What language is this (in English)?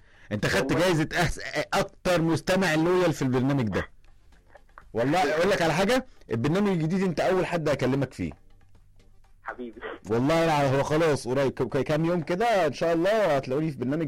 Egyptian Arabic